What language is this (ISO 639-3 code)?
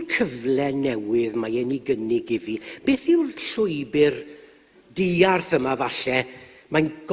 cym